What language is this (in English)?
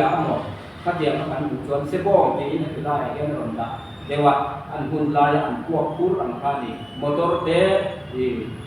Mizo